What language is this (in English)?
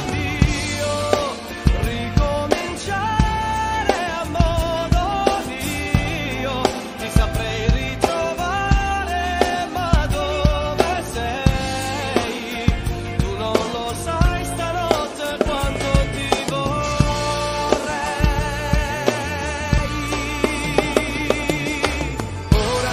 Italian